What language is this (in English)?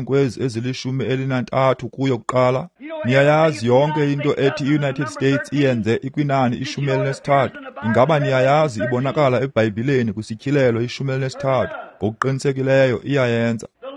Xhosa